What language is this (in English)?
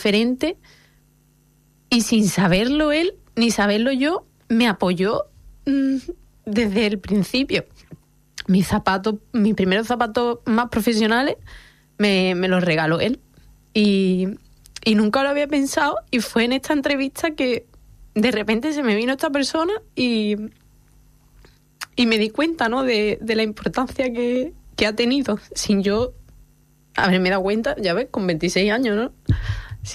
Spanish